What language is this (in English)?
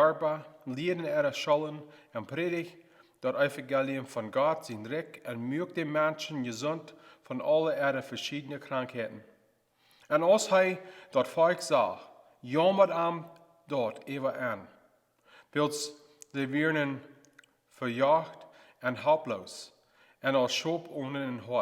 Plautdietsch